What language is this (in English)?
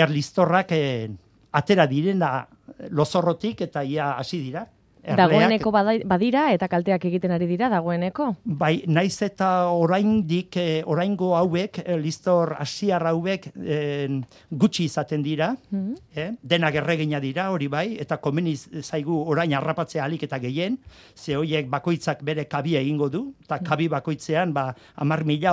Basque